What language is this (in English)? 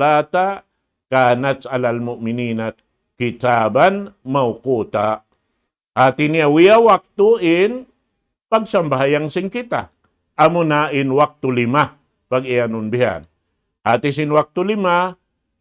Tausug